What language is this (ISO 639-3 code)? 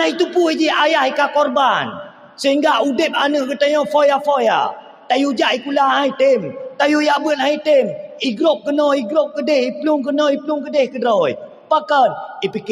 ace